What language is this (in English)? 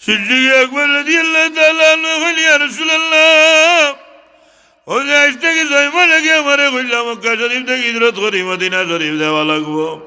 Sylheti